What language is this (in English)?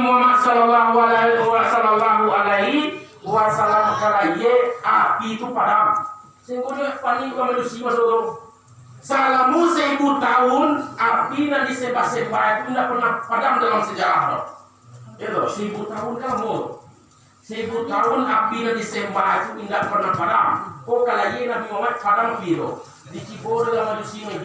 Minangkabau